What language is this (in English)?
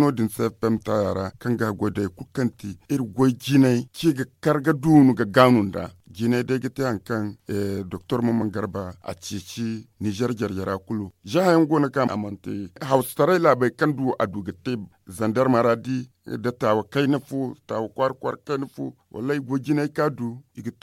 Zarma